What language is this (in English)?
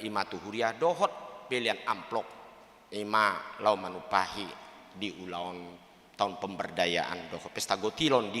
Batak Toba